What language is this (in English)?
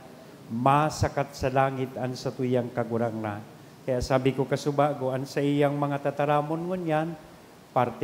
Bikol